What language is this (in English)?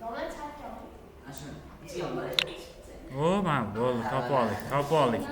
Uzbek